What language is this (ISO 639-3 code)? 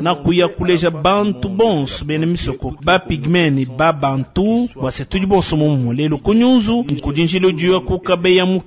lua